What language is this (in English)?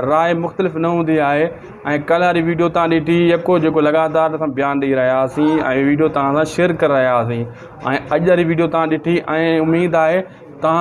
Sindhi